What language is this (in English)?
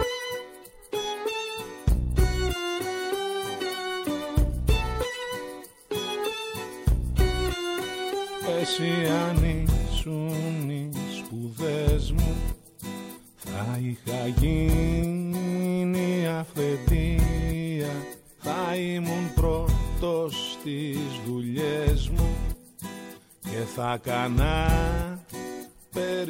Greek